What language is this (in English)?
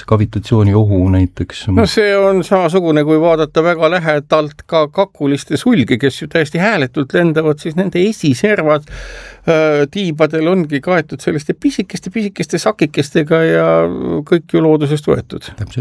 Estonian